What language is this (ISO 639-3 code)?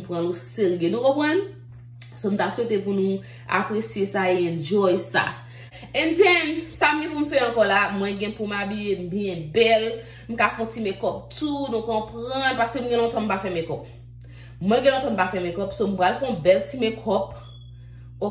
hat